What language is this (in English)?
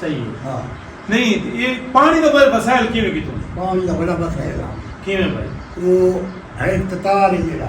Saraiki